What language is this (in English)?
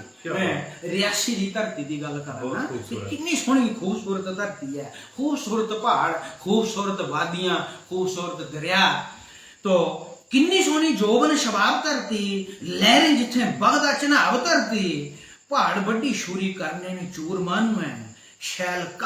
Dogri